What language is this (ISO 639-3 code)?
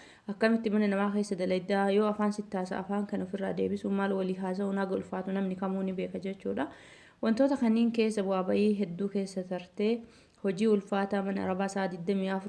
orm